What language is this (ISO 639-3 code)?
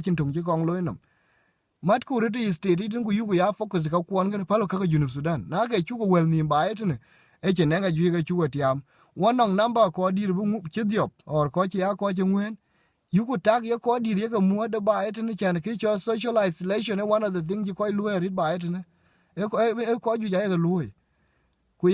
din